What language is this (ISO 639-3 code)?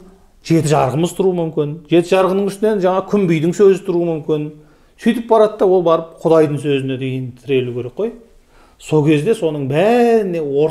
kaz